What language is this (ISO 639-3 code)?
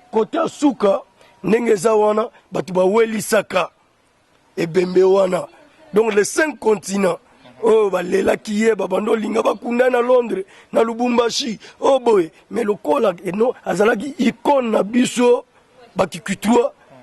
lin